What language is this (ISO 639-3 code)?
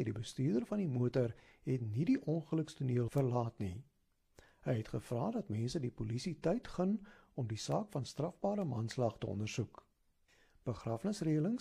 afr